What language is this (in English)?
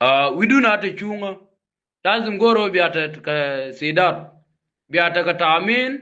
Nuer